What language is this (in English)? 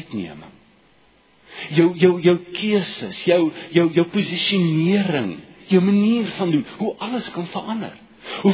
Afrikaans